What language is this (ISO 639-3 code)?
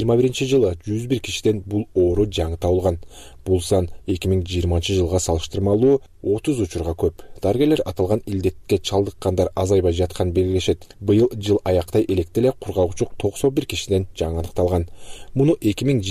kir